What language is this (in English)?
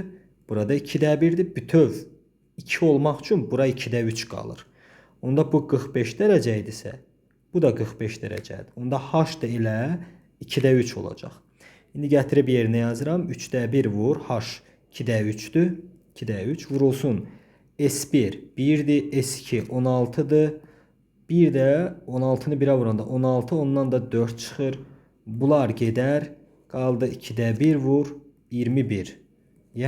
Azerbaijani